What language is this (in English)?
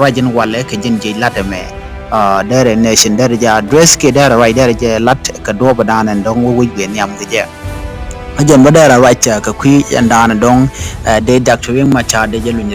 Nuer